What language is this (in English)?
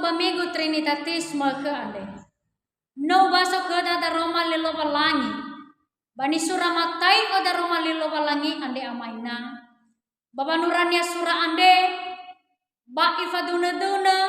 Nias